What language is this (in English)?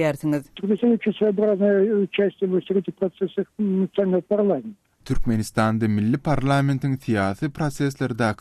Turkmen